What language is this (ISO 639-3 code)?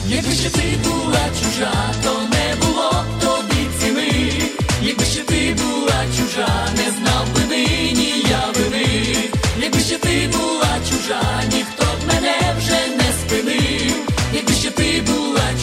ukr